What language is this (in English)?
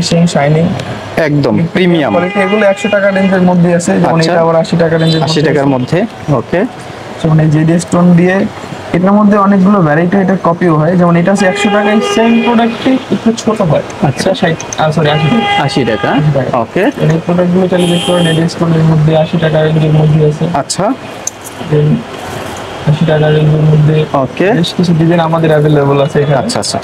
Bangla